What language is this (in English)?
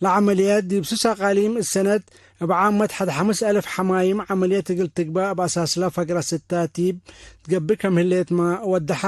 Tigre